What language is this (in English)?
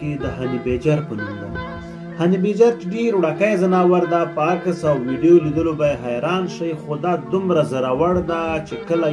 Pashto